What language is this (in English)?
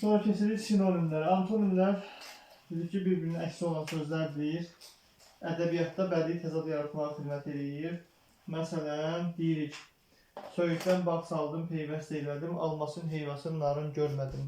Azerbaijani